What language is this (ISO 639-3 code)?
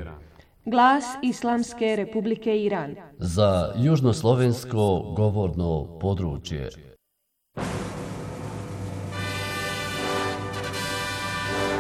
bos